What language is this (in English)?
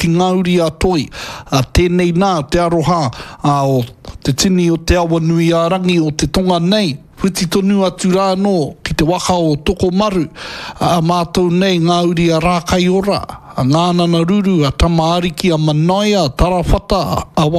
Māori